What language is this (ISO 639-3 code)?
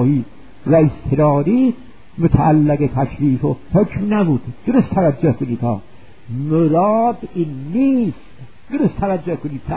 fas